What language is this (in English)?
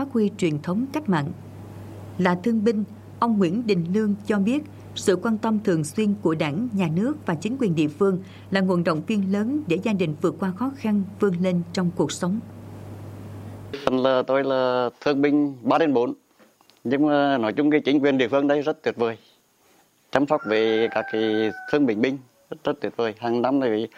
Vietnamese